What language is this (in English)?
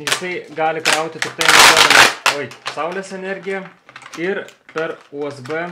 Lithuanian